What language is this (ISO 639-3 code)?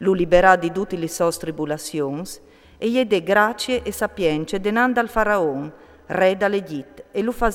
fur